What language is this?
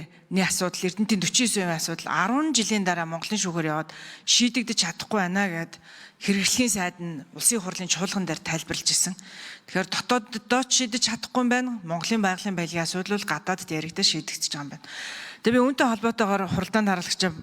Mongolian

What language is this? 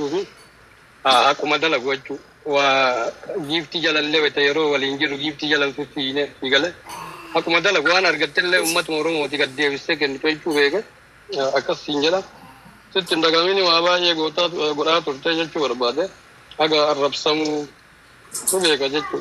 Oromo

